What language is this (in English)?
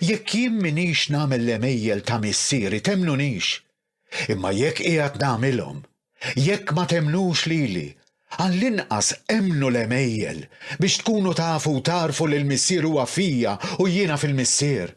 Maltese